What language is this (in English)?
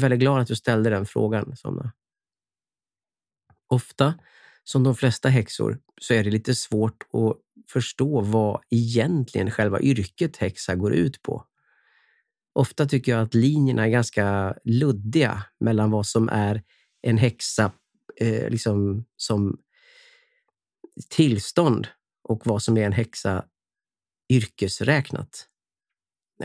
Swedish